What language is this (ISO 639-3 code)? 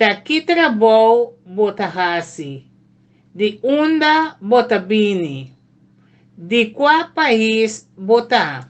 pap